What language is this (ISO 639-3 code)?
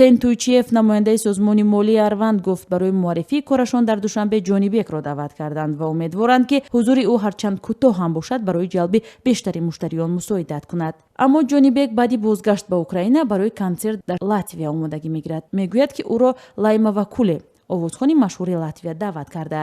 tgk